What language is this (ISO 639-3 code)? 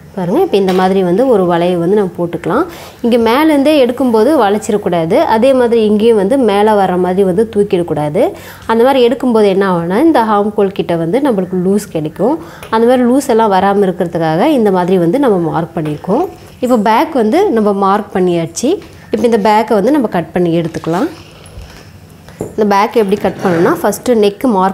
tam